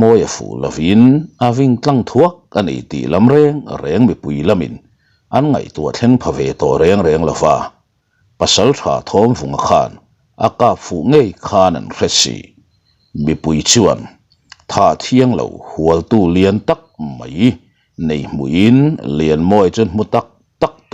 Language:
Mizo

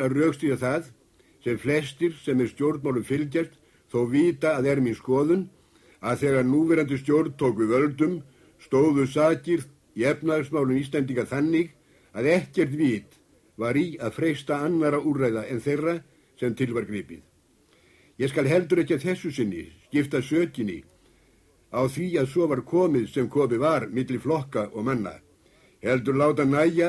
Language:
Icelandic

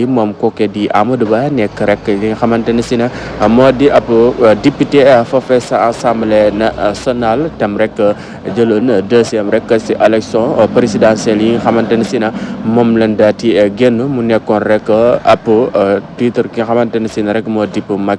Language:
Wolof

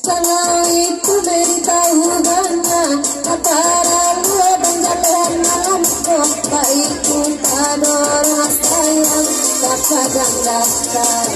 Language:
Minangkabau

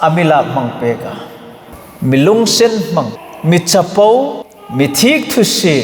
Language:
Hmar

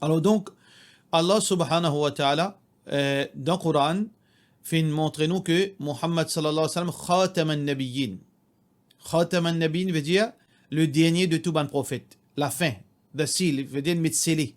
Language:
Morisyen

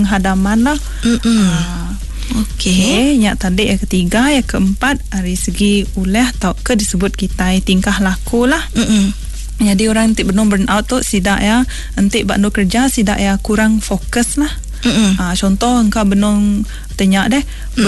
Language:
Iban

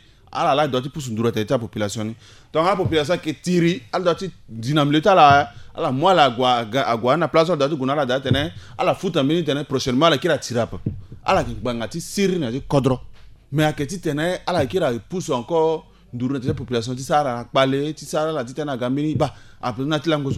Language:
Sango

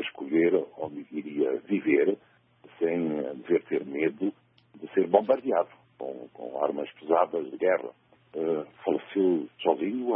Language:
Portuguese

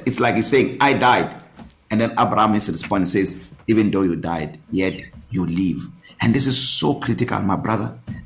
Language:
English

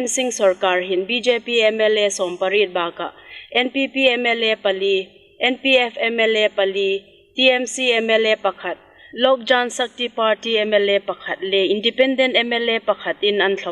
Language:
Hmar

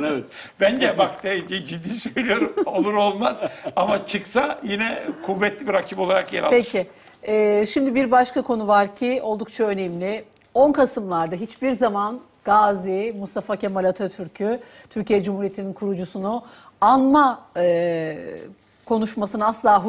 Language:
Turkish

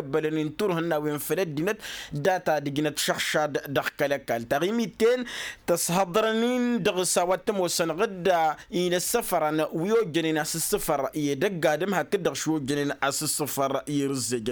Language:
Tamasheq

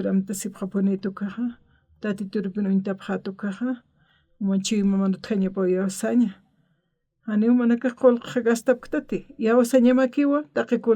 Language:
Aymara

